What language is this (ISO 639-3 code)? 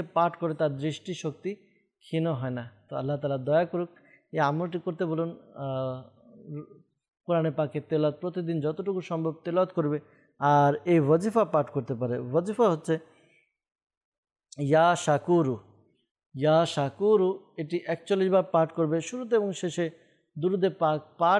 ben